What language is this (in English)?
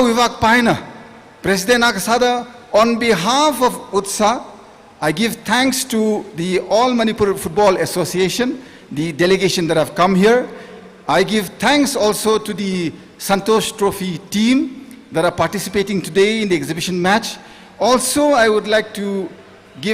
Tangkhul Naga (India)